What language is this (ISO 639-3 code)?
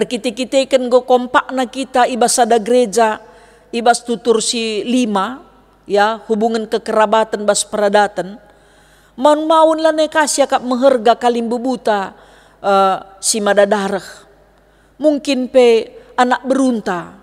btx